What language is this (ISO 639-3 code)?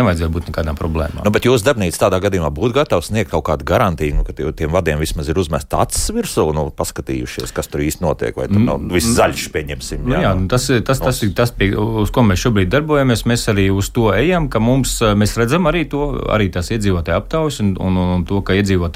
lav